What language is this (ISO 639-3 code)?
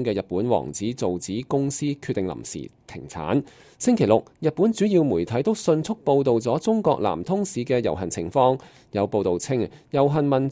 yue